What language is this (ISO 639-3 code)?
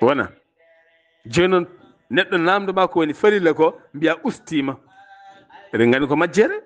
ful